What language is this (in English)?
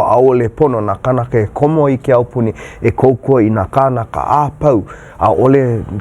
Hawaiian